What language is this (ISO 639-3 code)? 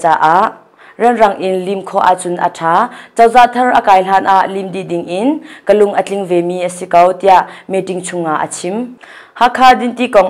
cnh